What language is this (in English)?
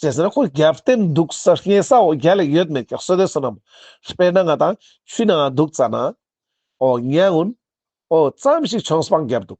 Ladakhi